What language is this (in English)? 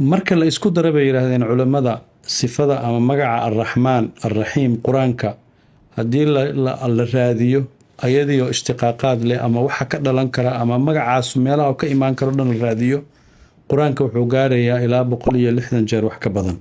Somali